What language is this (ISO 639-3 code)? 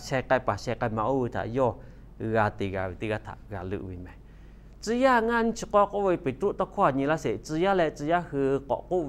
lhu